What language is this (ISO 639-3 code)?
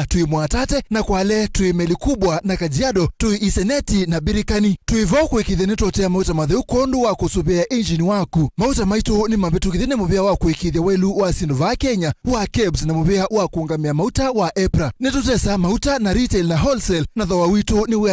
kam